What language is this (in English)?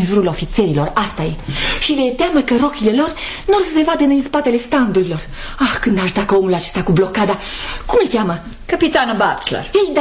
Romanian